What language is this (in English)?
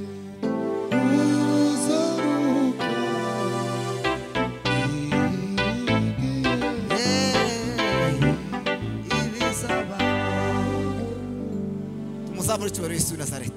Kinyarwanda